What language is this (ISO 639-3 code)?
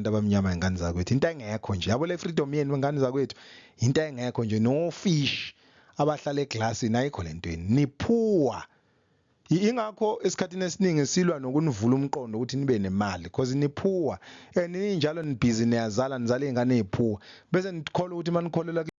zul